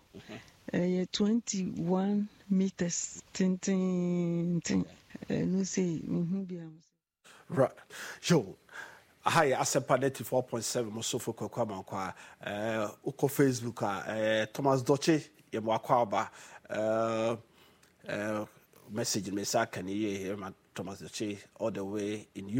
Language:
Akan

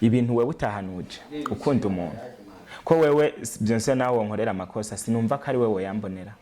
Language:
Rundi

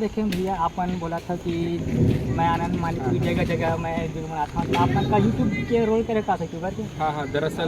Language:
Chhattisgarhi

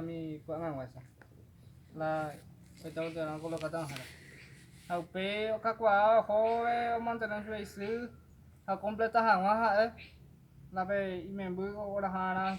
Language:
Guarani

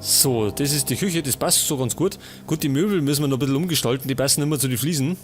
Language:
Bavarian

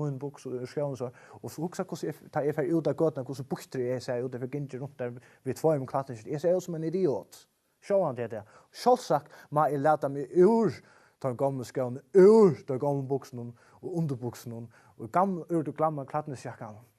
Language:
Faroese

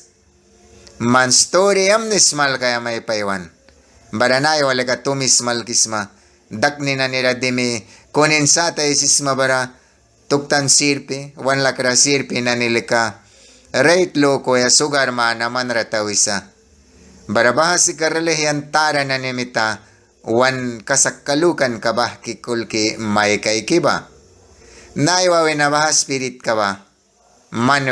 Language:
Mískito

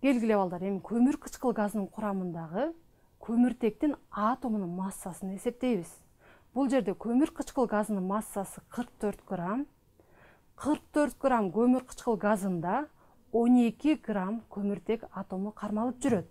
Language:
Kyrgyz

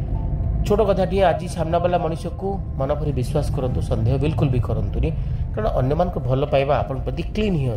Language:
Odia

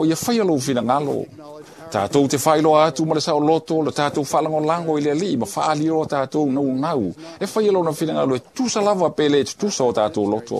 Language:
Samoan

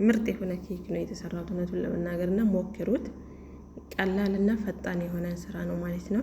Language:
Amharic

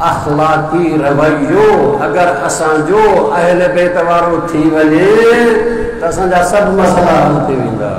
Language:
Sindhi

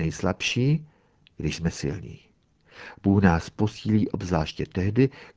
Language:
Czech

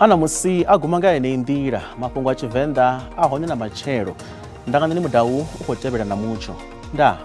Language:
Venda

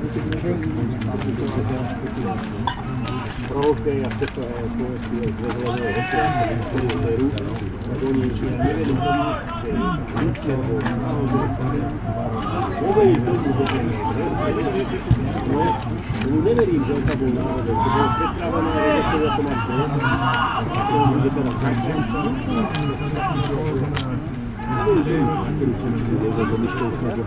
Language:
Slovak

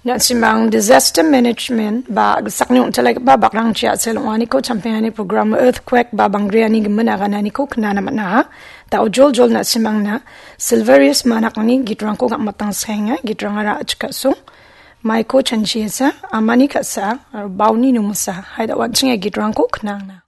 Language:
Garo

